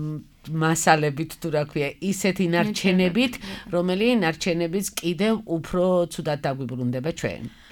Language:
Georgian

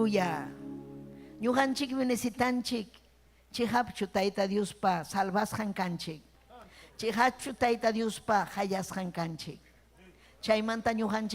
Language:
Ayacucho Quechua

